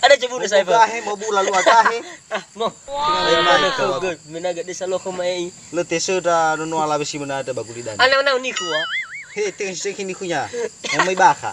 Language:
Nias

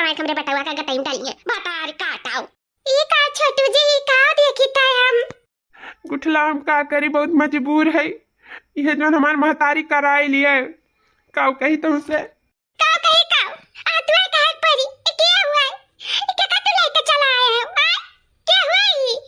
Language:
Awadhi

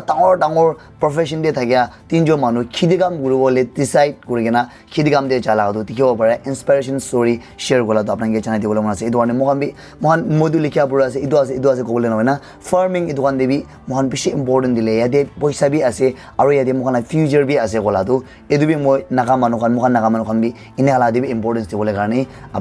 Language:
Naga Pidgin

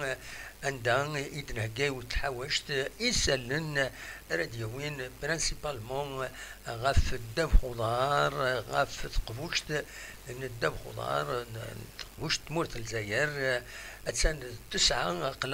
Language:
Kabyle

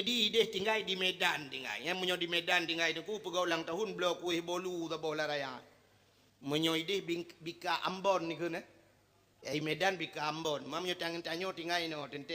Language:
Achinese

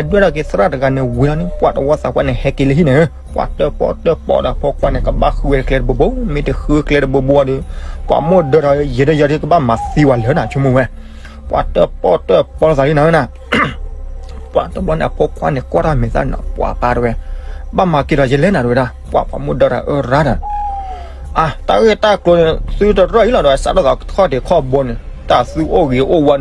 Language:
S'gaw Karen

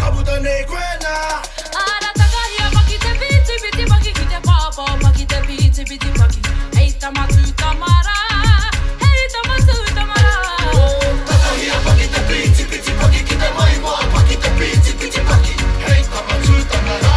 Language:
Māori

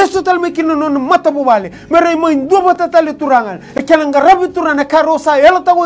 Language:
Fijian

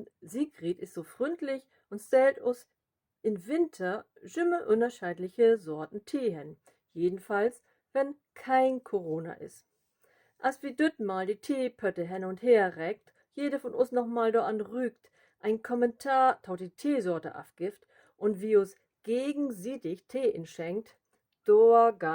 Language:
Low German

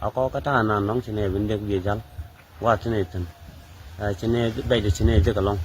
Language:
Nuer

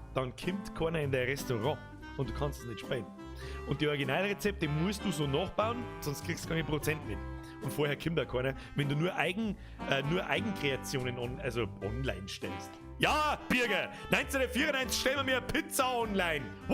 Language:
Bavarian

